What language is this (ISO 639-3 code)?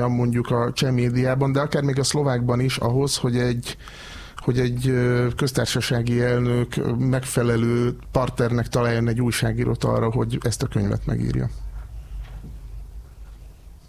hun